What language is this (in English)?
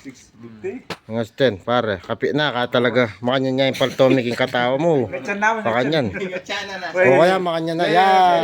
Pampanga